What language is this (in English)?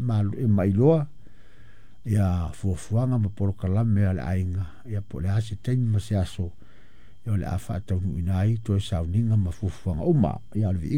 Samoan